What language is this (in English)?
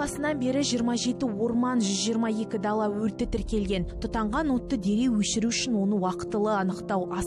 Kazakh